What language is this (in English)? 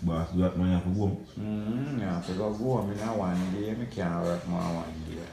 Jamaican Creole English